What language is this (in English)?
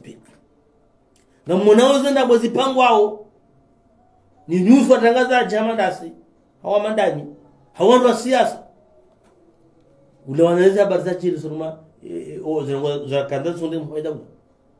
Swahili